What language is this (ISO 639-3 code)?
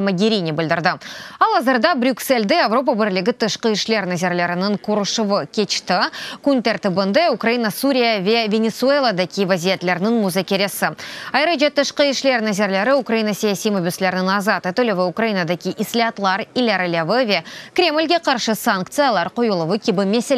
crh